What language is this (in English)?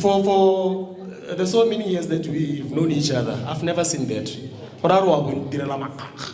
Northern Sotho